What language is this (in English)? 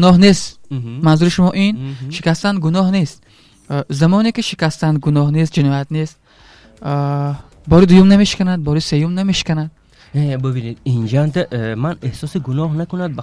Tajik